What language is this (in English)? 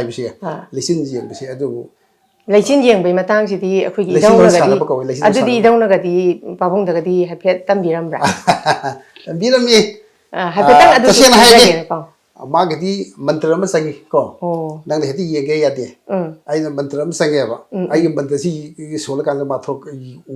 Manipuri